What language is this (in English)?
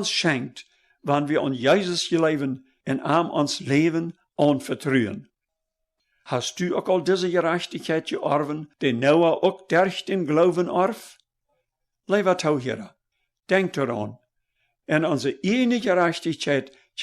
Plautdietsch